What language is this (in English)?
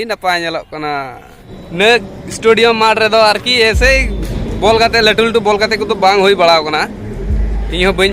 Santali